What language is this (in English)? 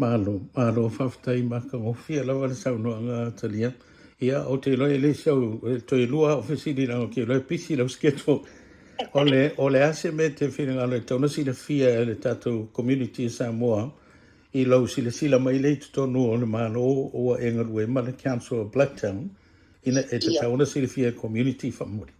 Samoan